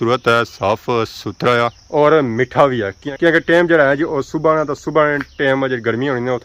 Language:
Pahari-Potwari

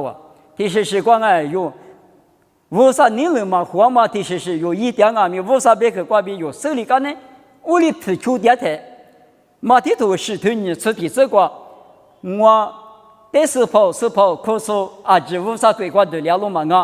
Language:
Lisu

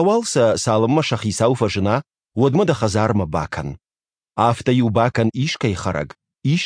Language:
Ossetic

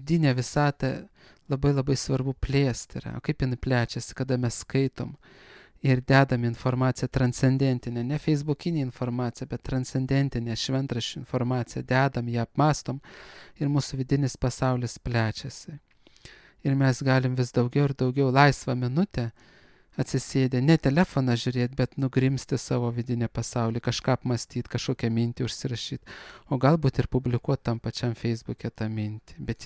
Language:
Lithuanian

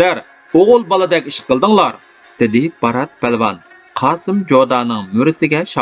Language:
Uyghur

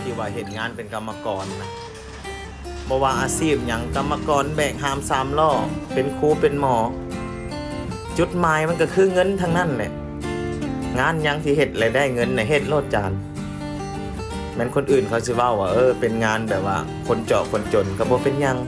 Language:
Lao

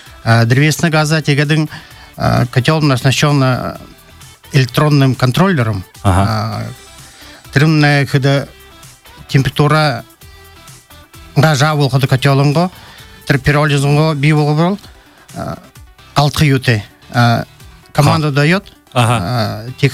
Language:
Buriat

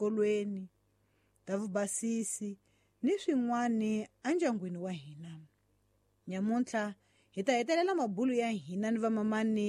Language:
Tsonga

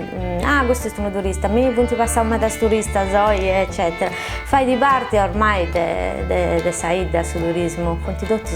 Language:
Sardinian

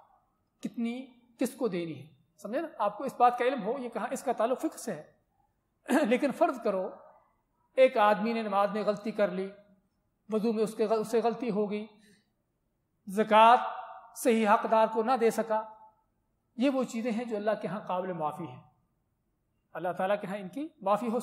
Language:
Urdu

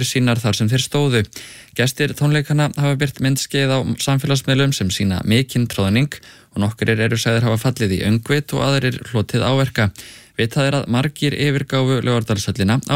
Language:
Icelandic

